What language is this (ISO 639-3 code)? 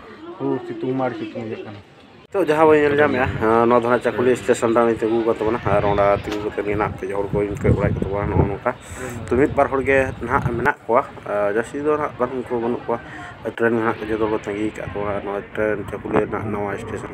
sat